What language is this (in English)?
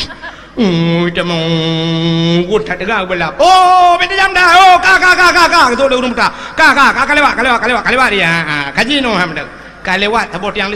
Achinese